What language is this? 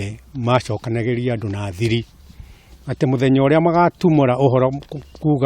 Kikuyu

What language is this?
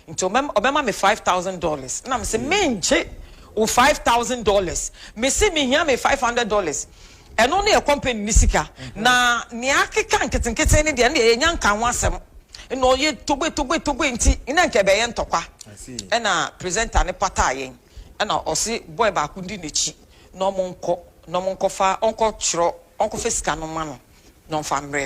Akan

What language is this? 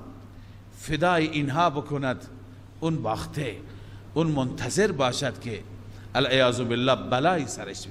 Persian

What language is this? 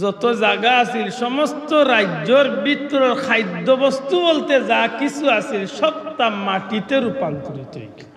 Sylheti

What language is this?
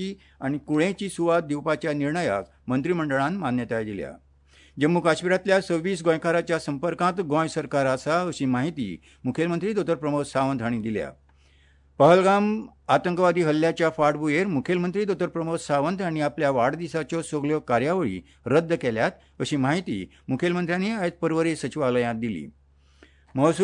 Konkani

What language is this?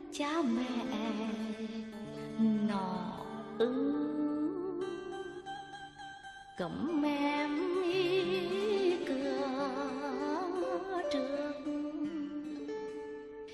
Vietnamese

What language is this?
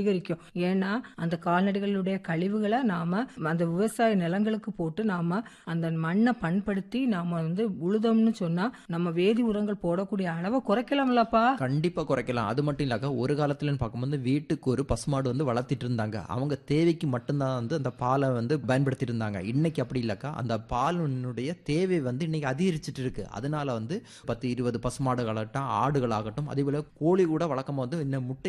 Tamil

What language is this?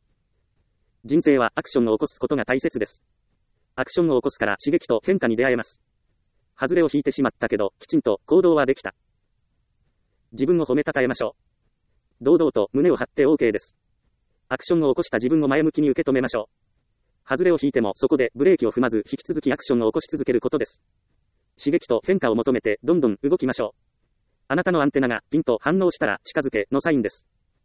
Japanese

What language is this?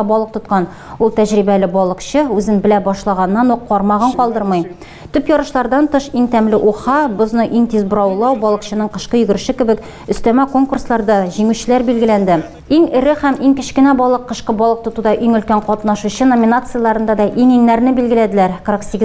Tatar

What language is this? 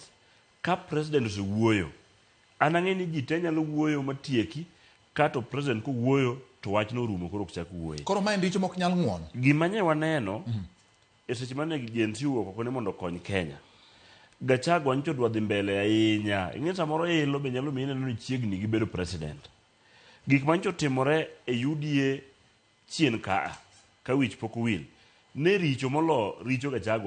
Luo (Kenya and Tanzania)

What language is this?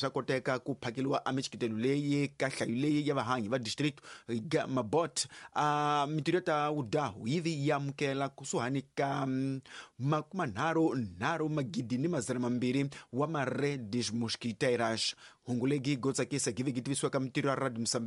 Tsonga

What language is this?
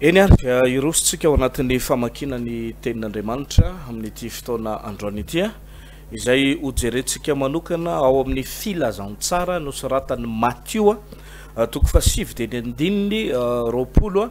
Malagasy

